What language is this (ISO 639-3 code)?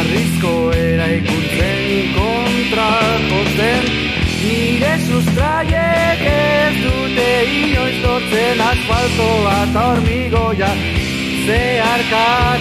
eus